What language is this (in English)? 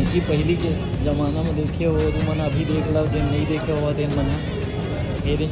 Chhattisgarhi